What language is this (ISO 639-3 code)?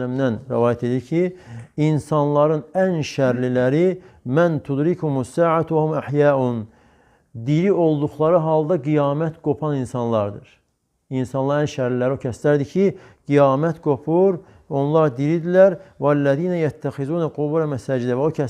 aze